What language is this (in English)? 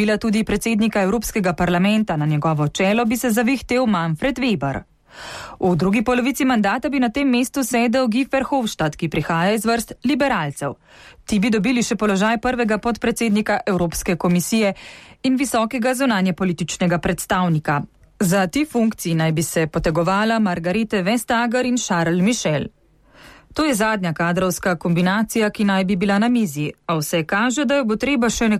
Slovenian